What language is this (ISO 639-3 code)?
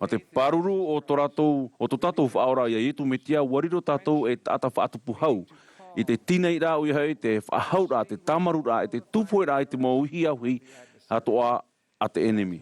tah